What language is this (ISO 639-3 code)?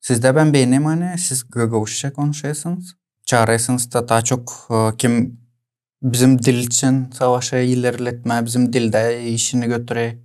gag